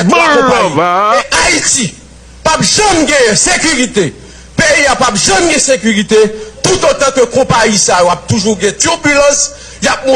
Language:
Haitian Creole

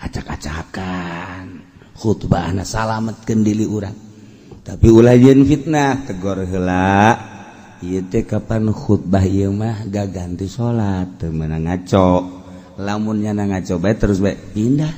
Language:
Sundanese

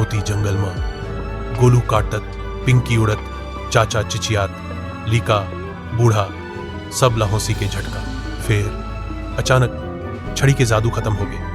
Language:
Chhattisgarhi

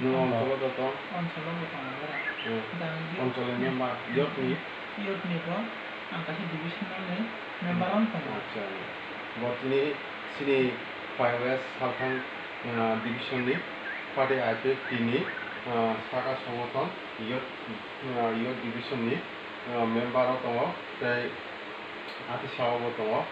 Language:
Kok Borok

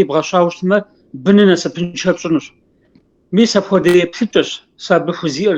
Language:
Kabardian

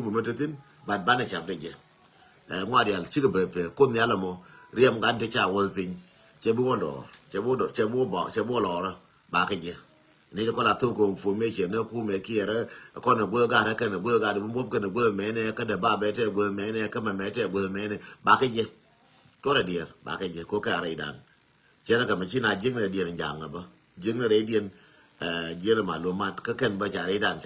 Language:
Nuer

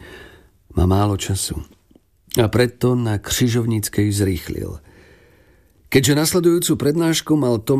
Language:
Slovak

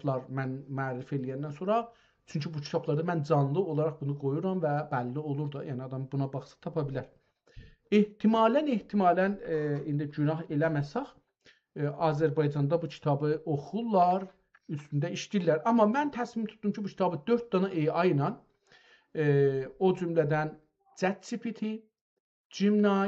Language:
South Azerbaijani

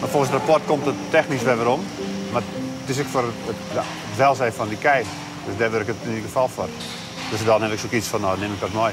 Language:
Western Frisian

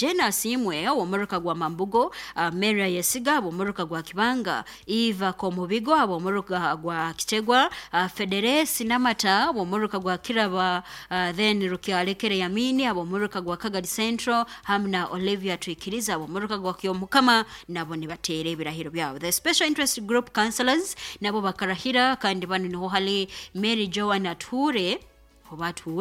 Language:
Nyoro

